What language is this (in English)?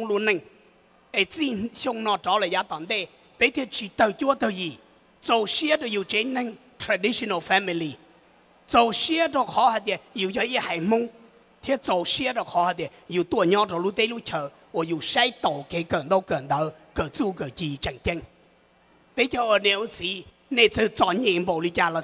Hmong